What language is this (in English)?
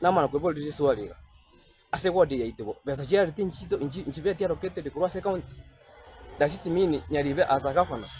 Gusii